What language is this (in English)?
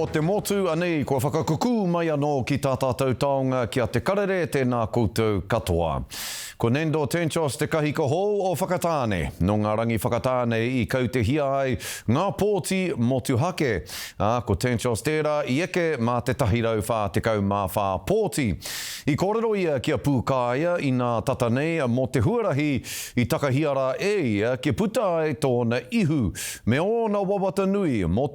Māori